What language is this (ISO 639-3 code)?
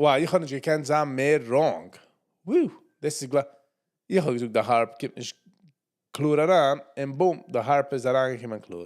yid